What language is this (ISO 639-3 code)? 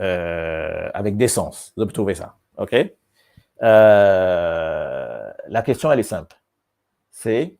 mfe